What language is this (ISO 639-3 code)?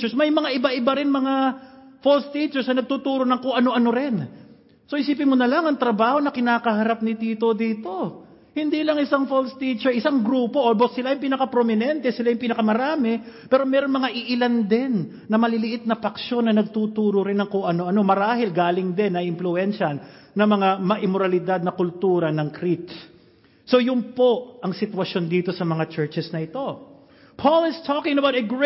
fil